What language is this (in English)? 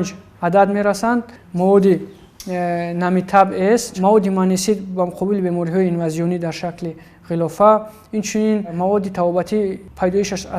Tajik